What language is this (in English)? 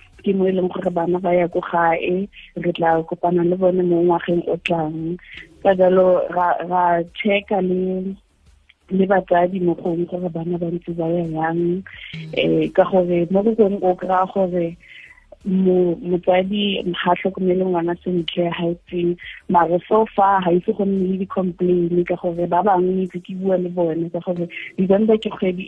Tswana